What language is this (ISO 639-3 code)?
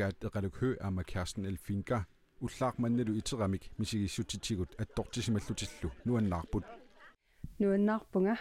kal